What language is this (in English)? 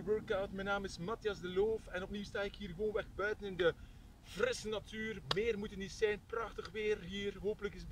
Dutch